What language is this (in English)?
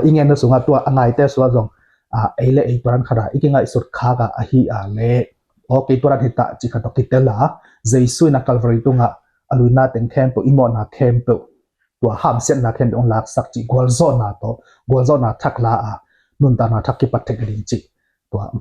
Tedim Chin